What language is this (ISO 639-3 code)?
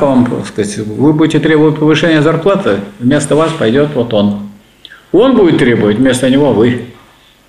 rus